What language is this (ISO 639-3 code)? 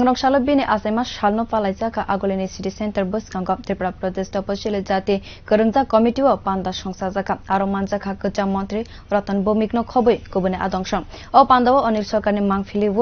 trp